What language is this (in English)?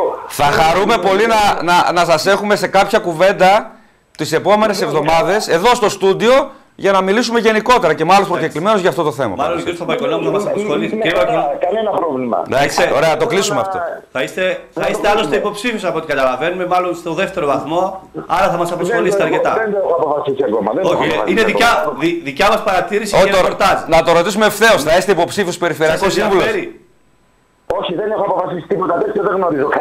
Greek